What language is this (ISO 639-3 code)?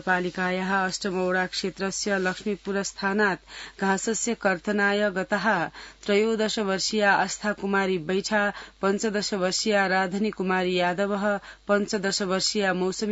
san